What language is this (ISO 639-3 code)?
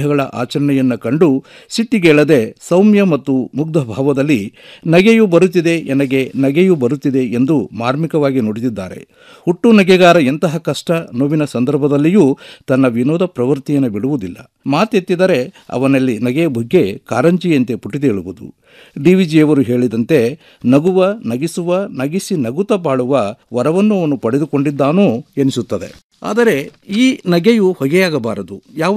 kan